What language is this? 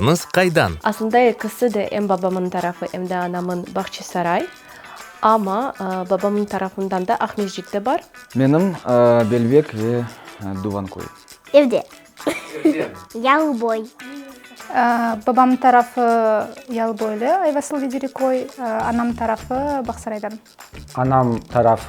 Crimean Tatar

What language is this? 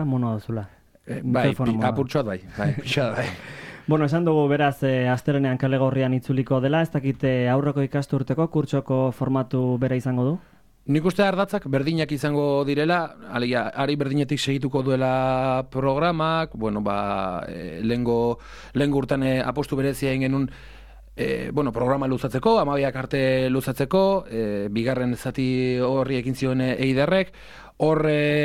Basque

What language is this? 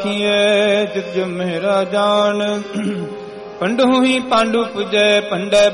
Punjabi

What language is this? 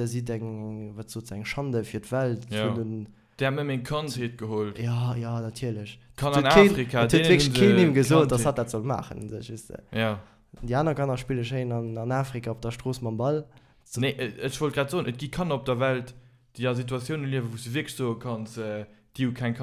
Luxembourgish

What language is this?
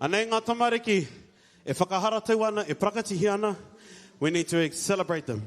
Māori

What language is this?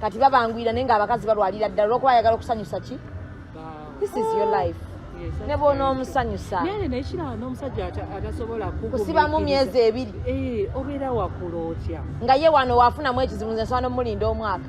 Ganda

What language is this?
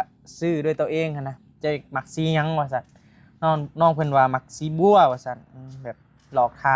Northeastern Thai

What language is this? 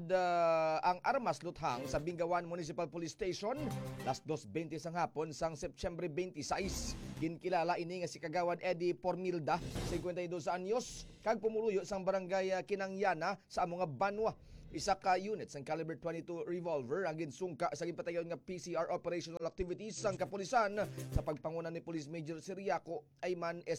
Hiligaynon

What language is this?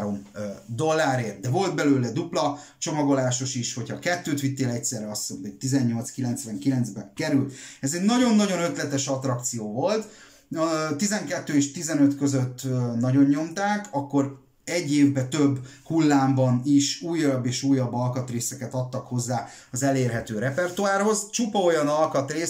Hungarian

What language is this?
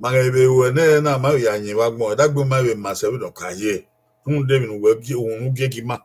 Bini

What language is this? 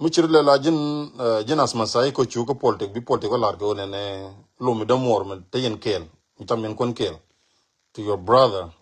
Nuer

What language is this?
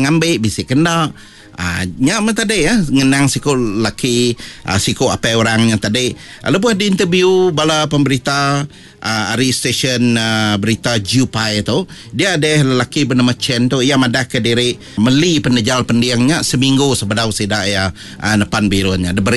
Iban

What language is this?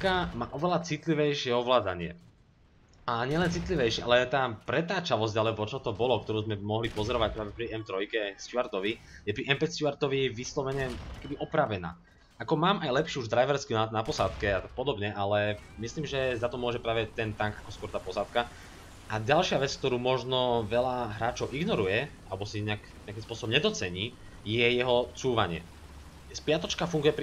Slovak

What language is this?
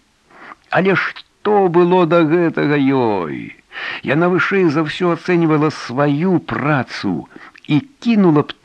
Belarusian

